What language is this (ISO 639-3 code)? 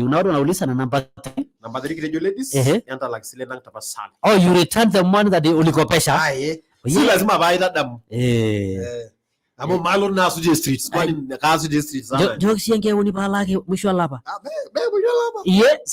mas